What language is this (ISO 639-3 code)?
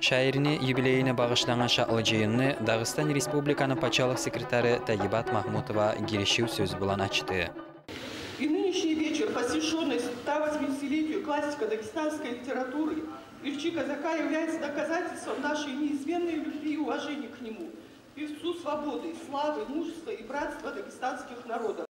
kum